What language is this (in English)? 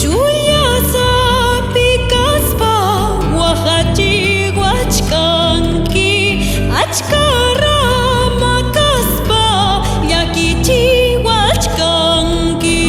Ayacucho Quechua